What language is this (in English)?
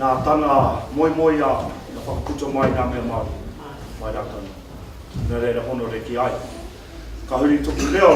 Māori